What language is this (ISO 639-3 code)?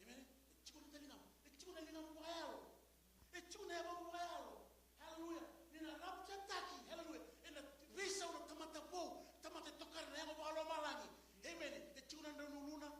fij